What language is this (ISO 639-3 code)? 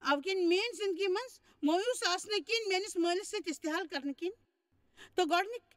kas